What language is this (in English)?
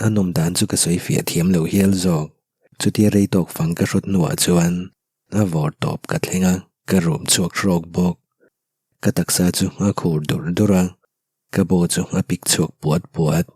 Mizo